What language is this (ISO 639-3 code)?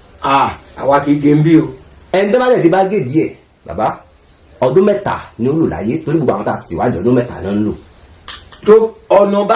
yor